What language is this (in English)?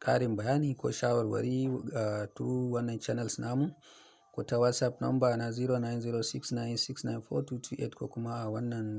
Hausa